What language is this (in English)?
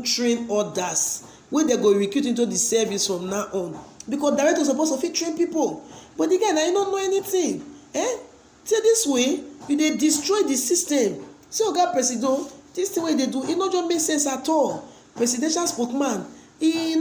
Nigerian Pidgin